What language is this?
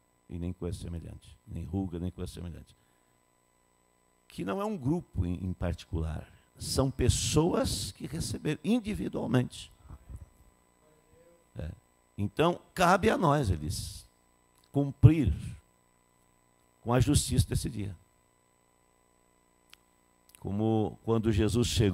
Portuguese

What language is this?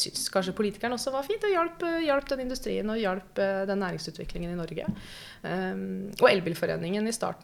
Norwegian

